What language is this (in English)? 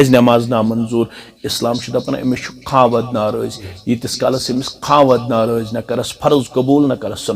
Kashmiri